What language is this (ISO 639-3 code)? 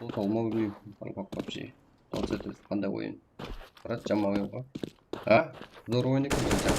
kaa